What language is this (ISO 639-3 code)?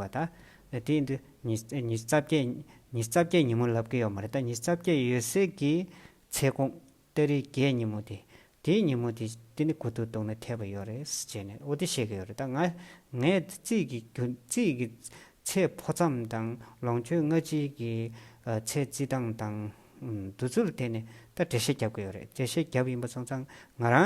bod